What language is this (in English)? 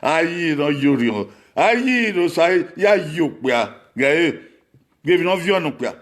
Bini